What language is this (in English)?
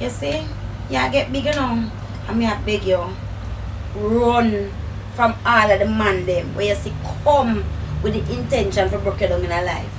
Jamaican Creole English